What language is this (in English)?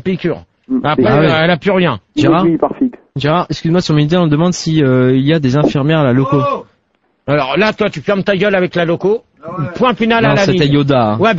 French